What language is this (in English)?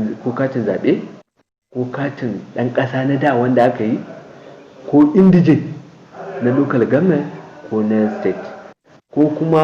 Hausa